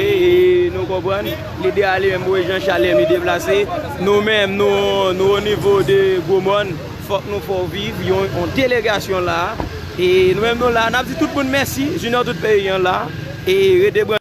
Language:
Haitian Creole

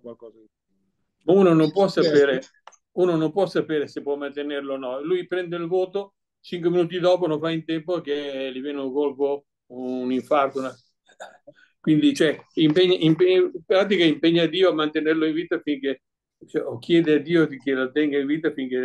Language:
Italian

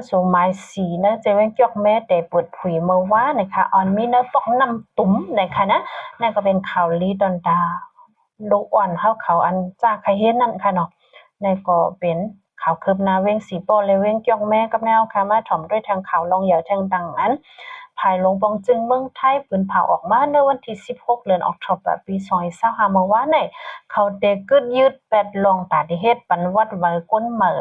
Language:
Shan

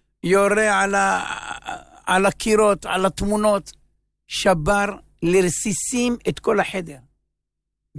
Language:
Hebrew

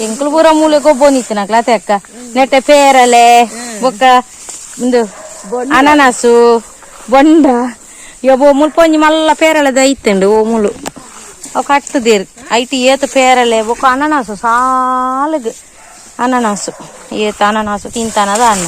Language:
Tulu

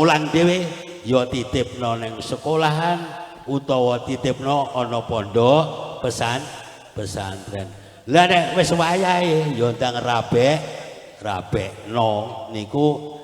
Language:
Javanese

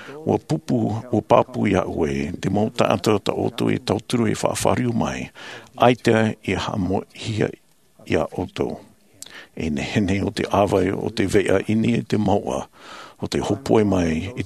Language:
Tahitian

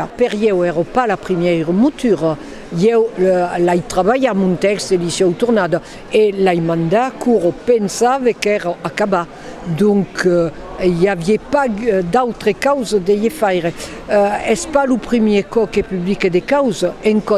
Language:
Occitan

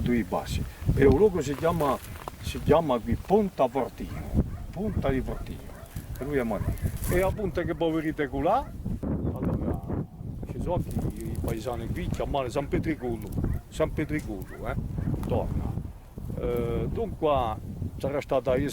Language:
Corsican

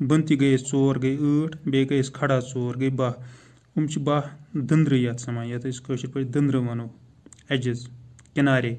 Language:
Kashmiri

